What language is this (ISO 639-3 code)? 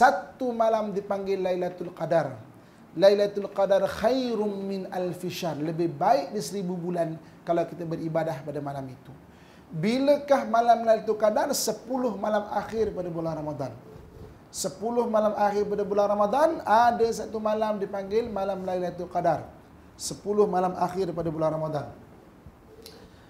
msa